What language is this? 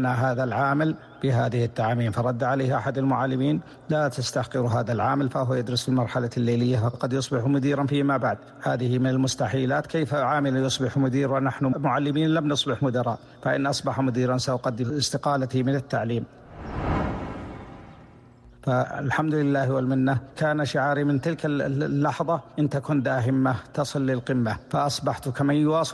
Arabic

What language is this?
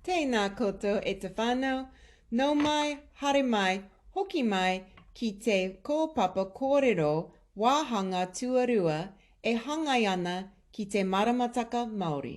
Māori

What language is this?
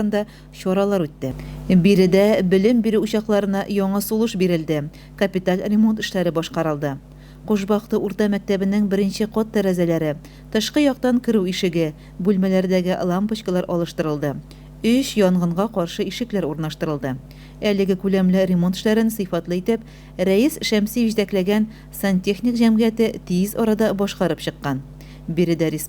Tatar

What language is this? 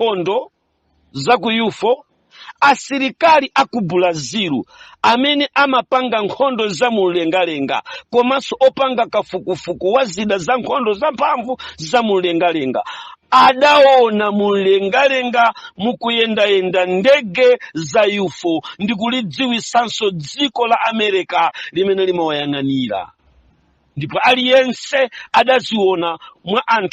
Nyanja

